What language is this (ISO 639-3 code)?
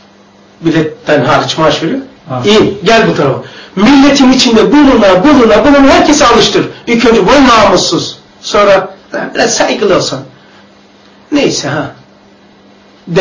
tur